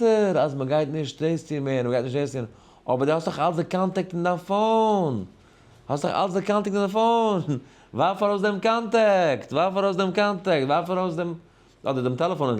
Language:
Yiddish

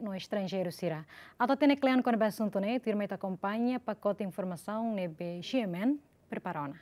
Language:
Tetum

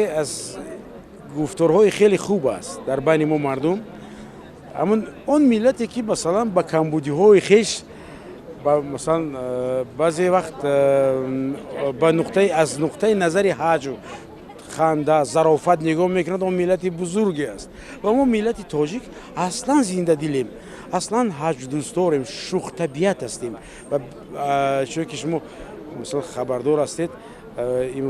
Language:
Tajik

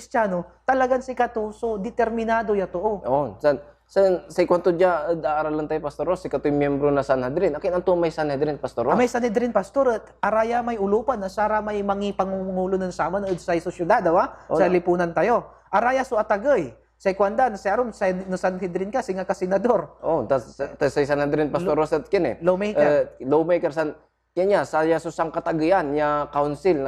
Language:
Pangasinan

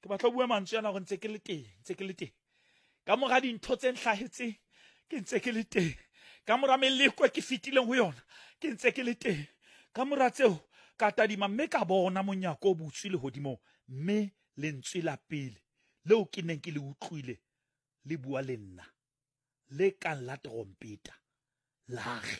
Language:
Southern Sotho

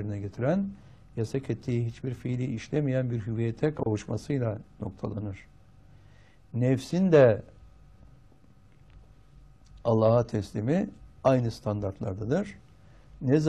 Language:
Turkish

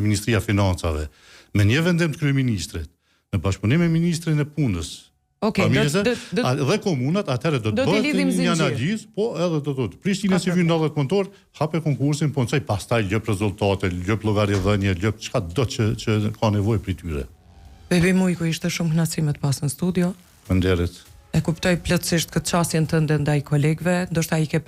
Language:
Albanian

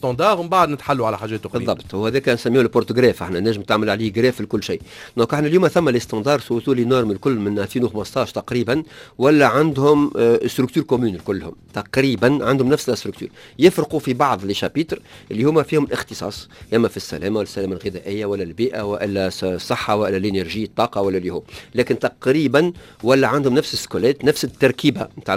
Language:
Tunisian Arabic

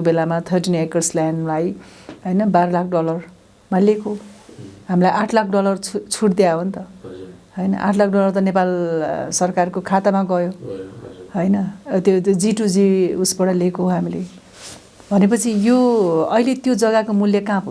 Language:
Nepali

